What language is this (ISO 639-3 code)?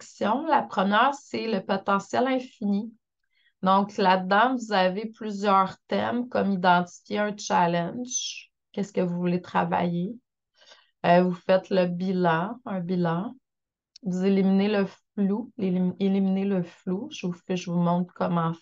fra